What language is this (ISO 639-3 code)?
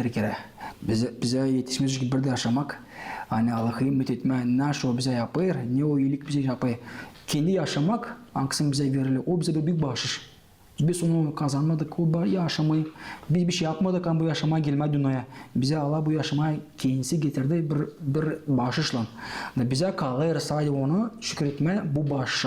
gag